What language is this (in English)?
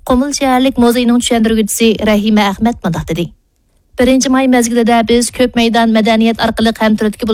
Uyghur